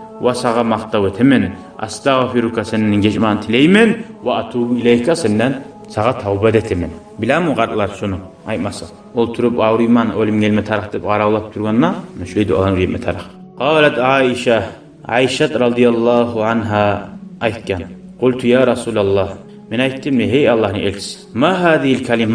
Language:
Kumyk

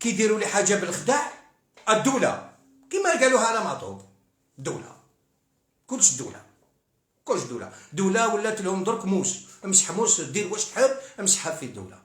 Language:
Algerian Arabic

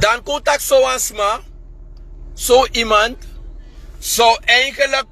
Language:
Sranan Tongo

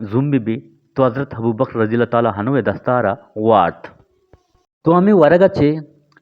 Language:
Eastern Balochi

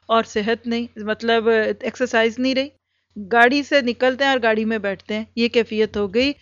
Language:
Urdu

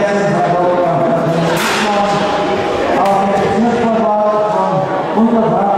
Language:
German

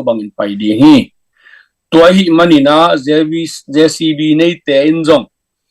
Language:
Tedim Chin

